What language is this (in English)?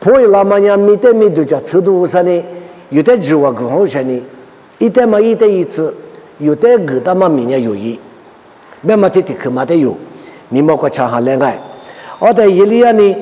Lisu